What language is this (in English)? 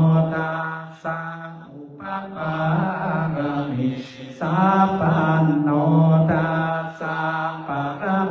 Pali